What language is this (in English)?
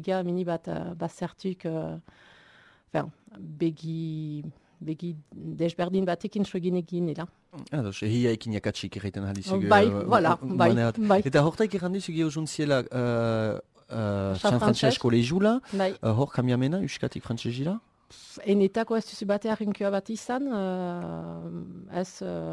Basque